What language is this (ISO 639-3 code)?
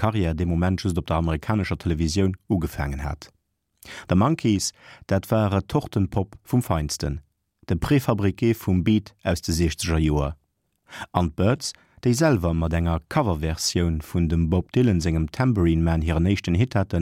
ltz